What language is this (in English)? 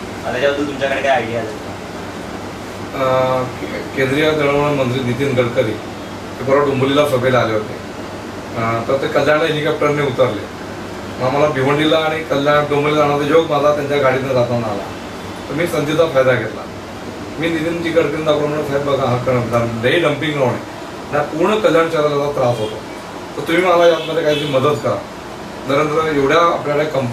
Marathi